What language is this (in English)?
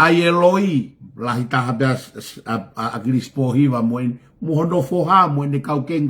Tongan